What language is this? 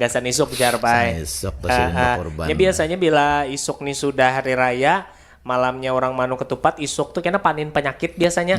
Banjar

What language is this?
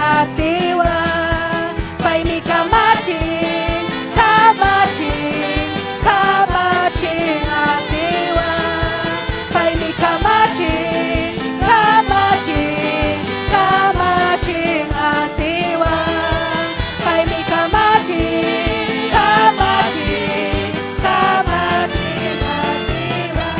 Ayacucho Quechua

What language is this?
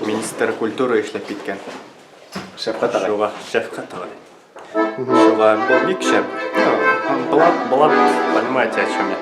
Bashkir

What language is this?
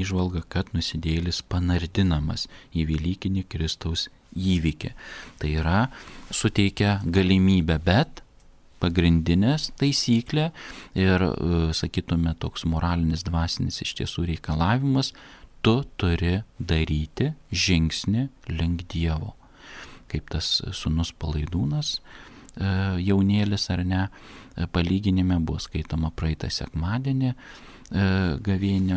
Lithuanian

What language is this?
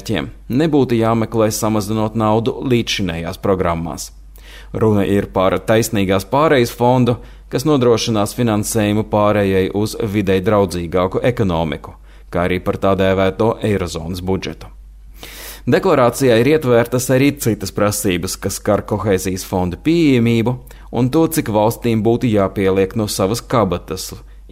Latvian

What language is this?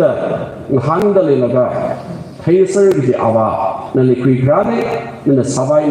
Tangkhul Naga (India)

